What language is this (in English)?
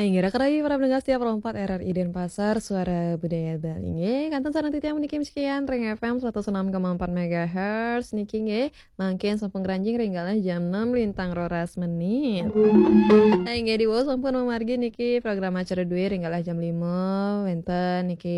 Balinese